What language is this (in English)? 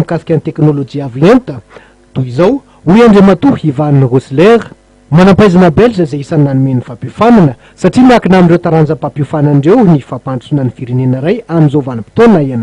Malagasy